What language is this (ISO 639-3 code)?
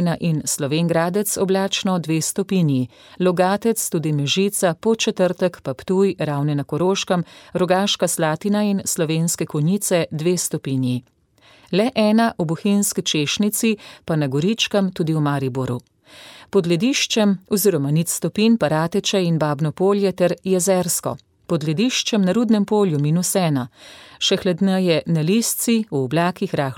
slv